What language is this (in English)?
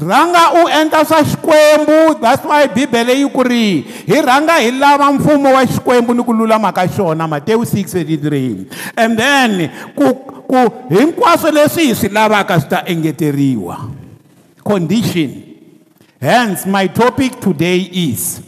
Tsonga